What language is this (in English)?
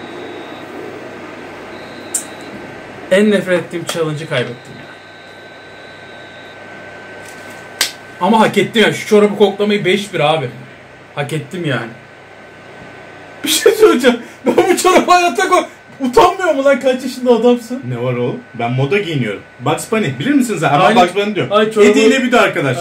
Turkish